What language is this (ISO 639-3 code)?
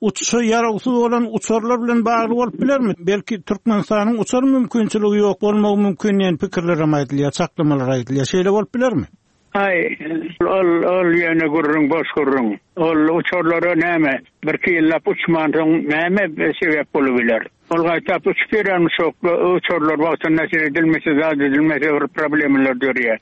tuk